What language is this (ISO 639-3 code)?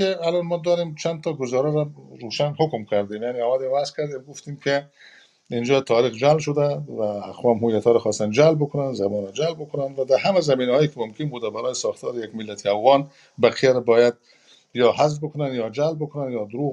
fas